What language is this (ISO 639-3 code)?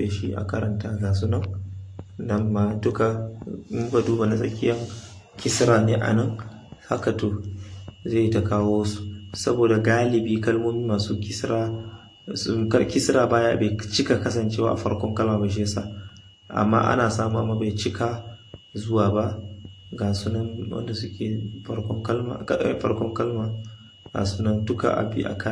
hau